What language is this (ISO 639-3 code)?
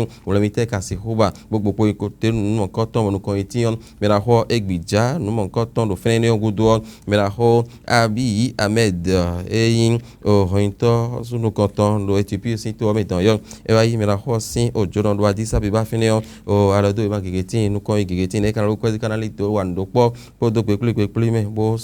fon